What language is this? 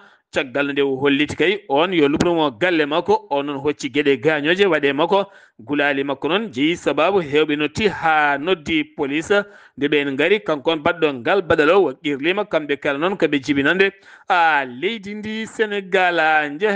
Fula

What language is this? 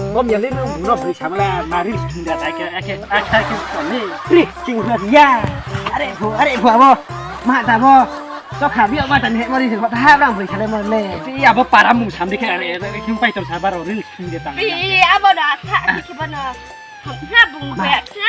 Riang (India)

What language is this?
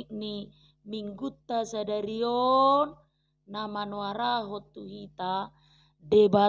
Batak Toba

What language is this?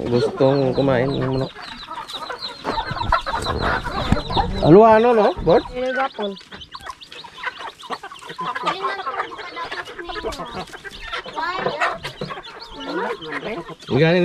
Filipino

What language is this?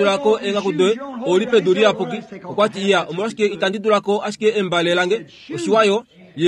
Kuanyama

